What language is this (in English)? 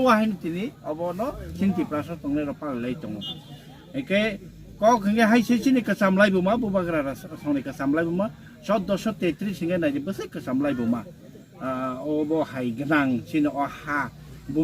Kok Borok